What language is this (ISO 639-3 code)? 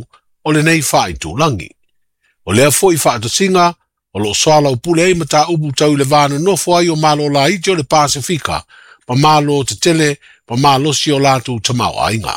smo